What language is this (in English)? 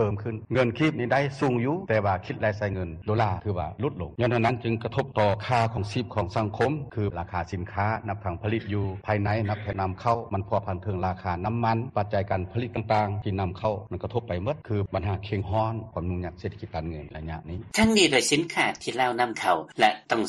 Lao